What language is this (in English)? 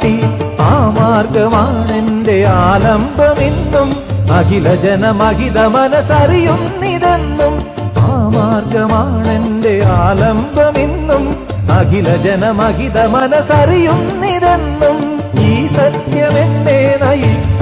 Malayalam